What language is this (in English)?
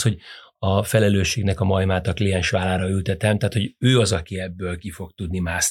Hungarian